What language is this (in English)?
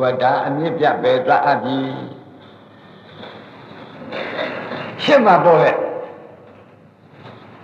Burmese